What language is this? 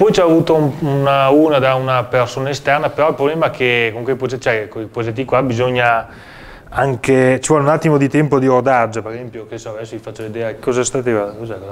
Italian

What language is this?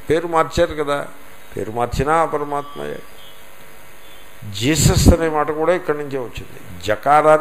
Telugu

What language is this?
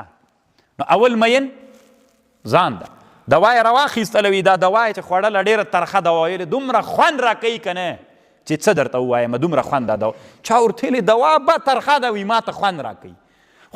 Pashto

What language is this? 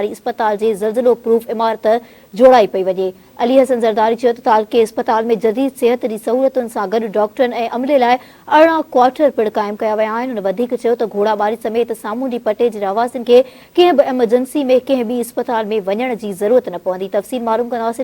Sindhi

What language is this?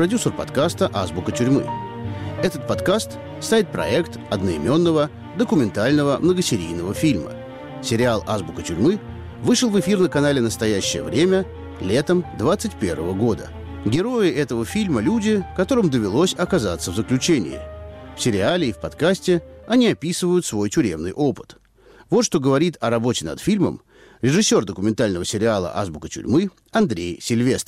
Russian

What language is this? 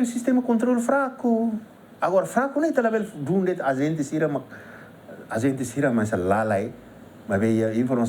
Tetum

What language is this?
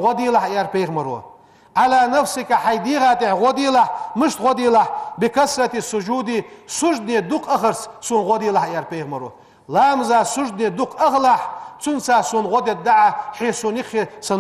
Ingush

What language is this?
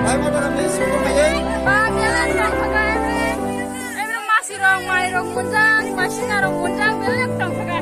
Kok Borok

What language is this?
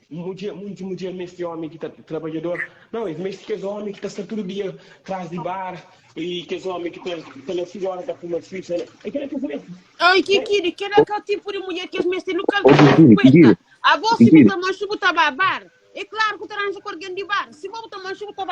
Kabuverdianu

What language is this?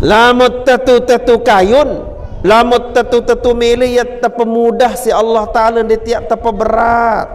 Sasak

